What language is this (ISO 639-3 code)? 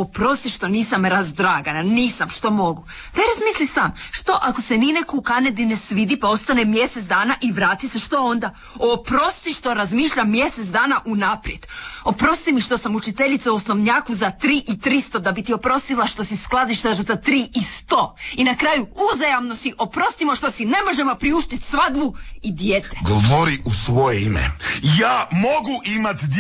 hrv